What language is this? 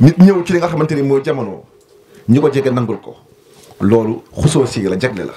Wolof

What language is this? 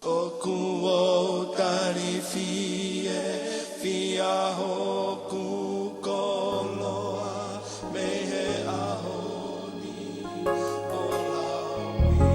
Tongan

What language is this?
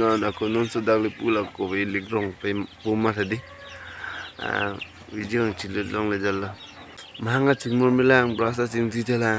Karbi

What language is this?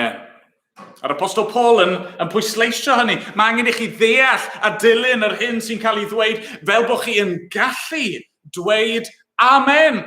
Welsh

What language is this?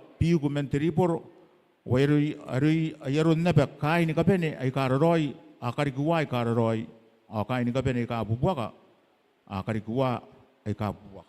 Gilbertese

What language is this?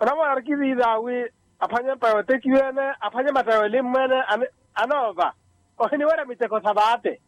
Makhuwa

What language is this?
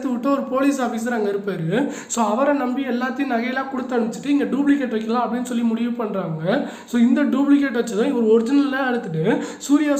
Tamil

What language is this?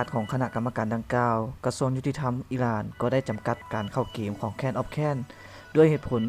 Lao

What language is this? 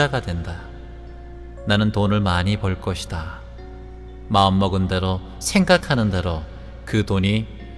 Korean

